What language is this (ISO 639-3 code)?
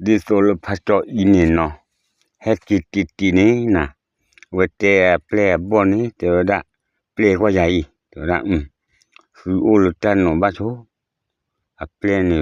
ksw